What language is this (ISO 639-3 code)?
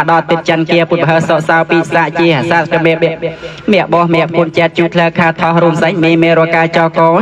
khm